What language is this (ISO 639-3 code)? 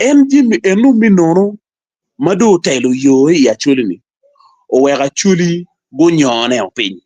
ach